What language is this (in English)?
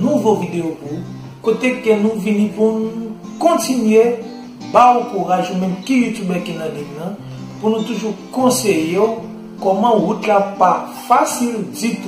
Haitian Creole